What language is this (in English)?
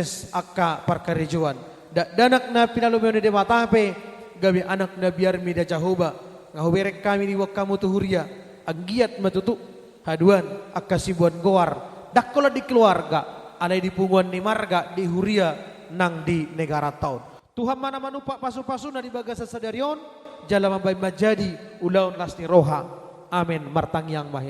Batak Toba